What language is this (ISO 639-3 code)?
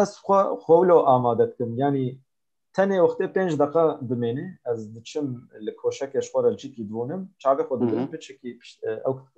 kur